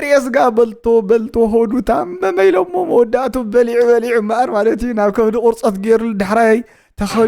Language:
Tigrinya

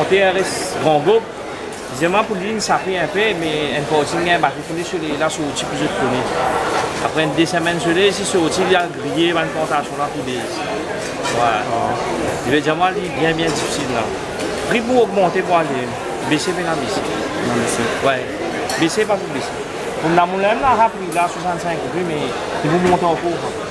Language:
Morisyen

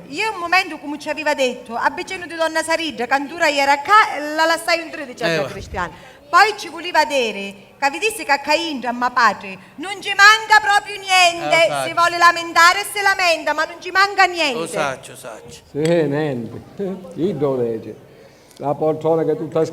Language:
Sicilian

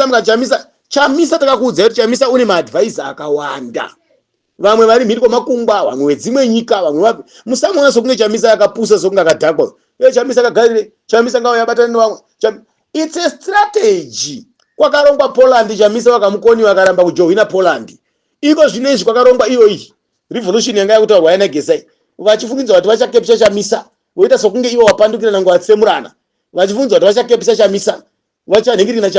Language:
Shona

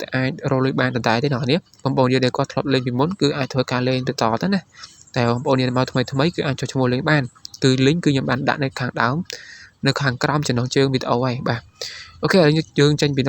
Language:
Khmer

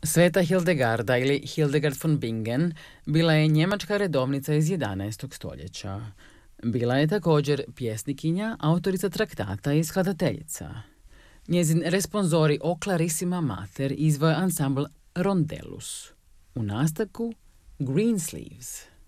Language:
Croatian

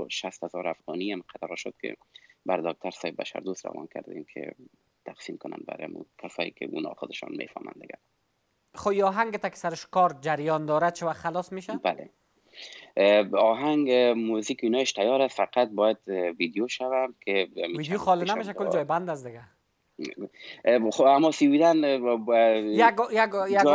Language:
Persian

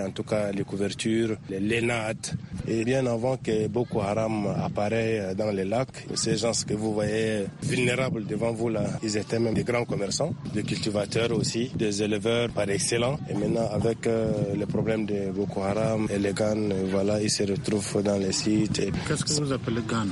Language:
French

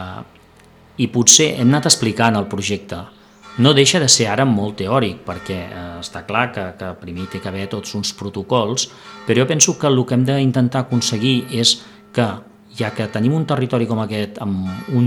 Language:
Catalan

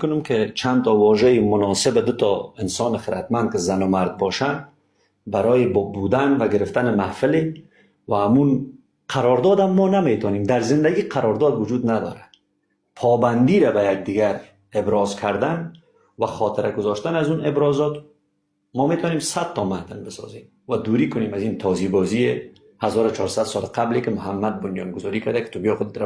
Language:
Persian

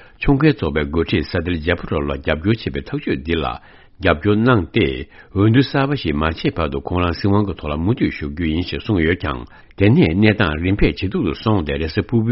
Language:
Tibetan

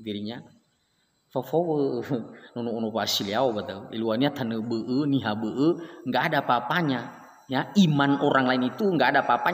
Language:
Nias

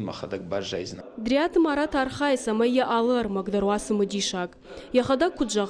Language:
Ossetic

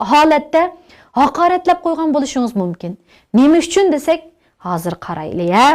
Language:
Uyghur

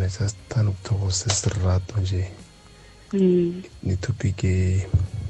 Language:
South Ndebele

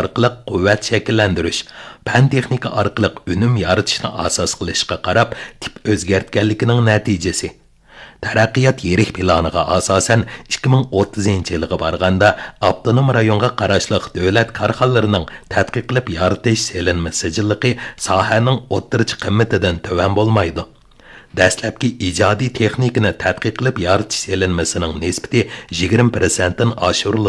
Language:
Uyghur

